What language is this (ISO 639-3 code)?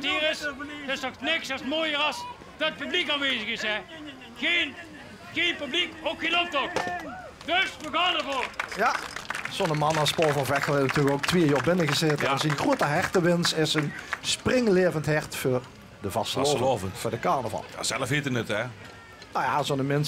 lim